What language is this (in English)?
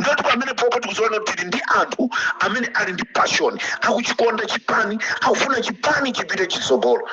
Nyanja